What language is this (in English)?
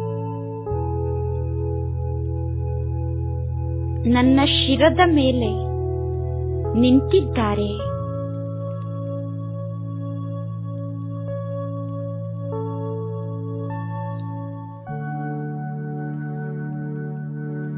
Kannada